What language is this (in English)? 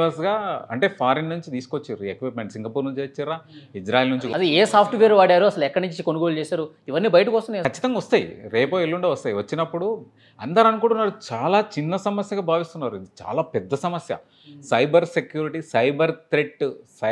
Telugu